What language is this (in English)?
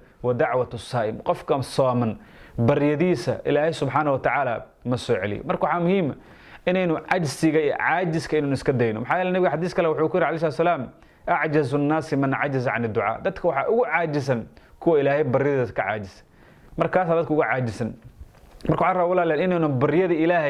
Somali